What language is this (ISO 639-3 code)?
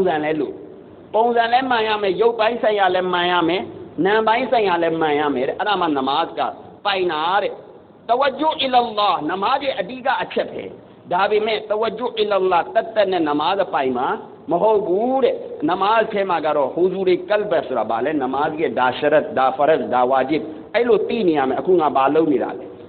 mya